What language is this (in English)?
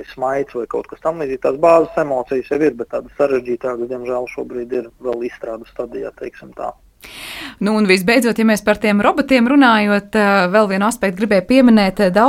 Latvian